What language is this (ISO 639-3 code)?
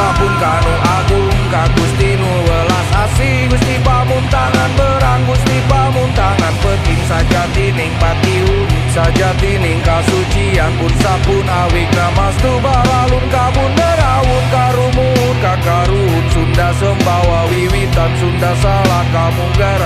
sun